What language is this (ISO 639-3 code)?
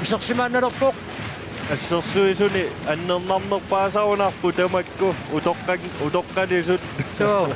kal